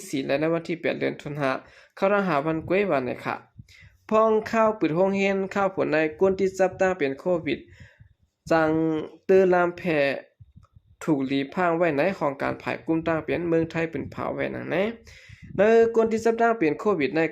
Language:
Shan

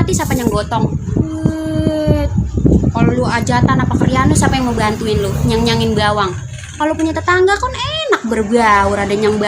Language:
Betawi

